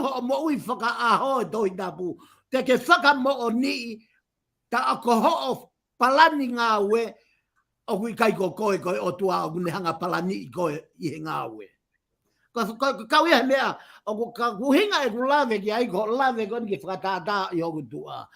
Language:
Tongan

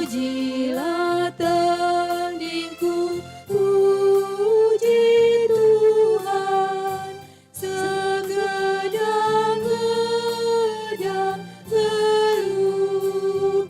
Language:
Batak Karo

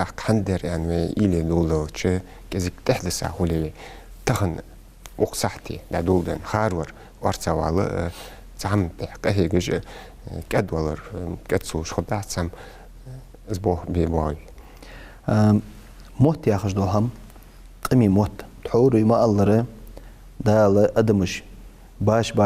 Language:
Ingush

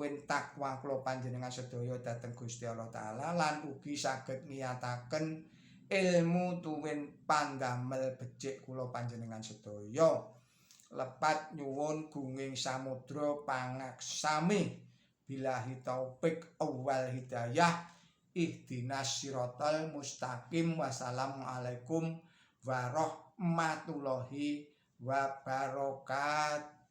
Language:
Javanese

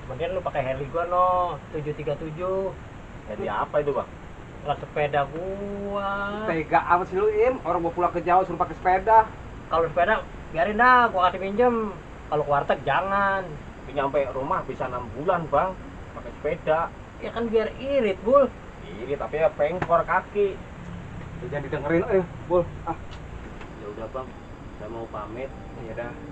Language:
Betawi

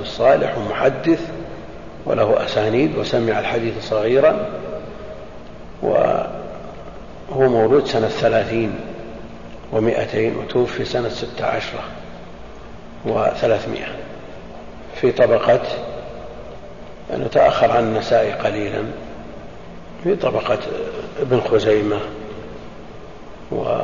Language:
Arabic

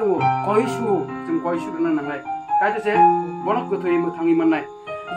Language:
Kok Borok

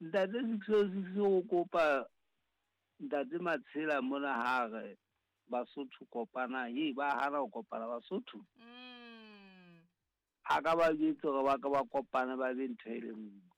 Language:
Southern Sotho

